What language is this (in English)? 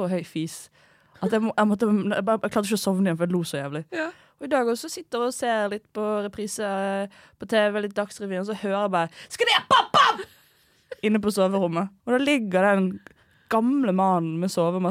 Norwegian